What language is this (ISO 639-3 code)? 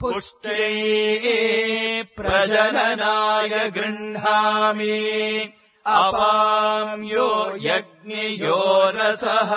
san